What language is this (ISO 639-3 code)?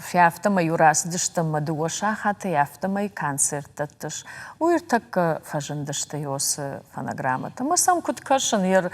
oss